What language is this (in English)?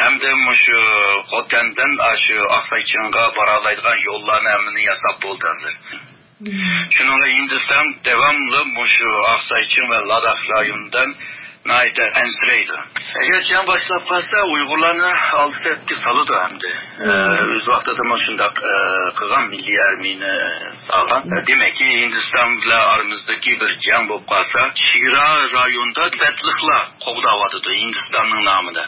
Uyghur